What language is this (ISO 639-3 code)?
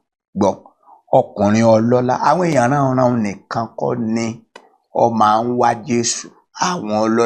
yor